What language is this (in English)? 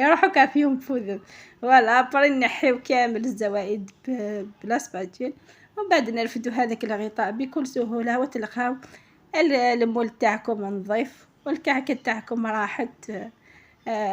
Algerian Arabic